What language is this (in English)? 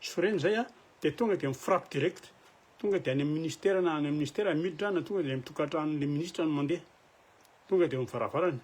Malagasy